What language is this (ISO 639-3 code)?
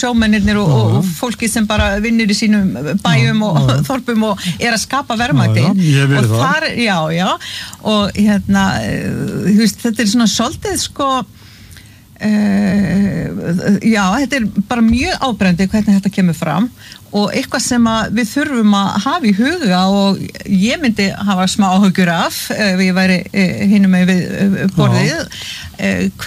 isl